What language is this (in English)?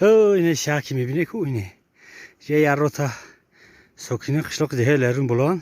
Tajik